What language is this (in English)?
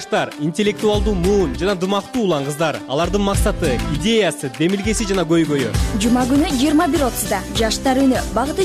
Kyrgyz